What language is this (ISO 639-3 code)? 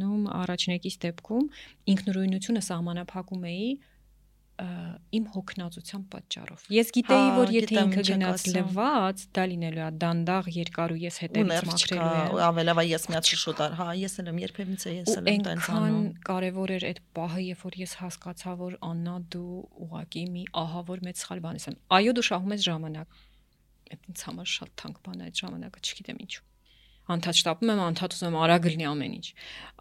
hye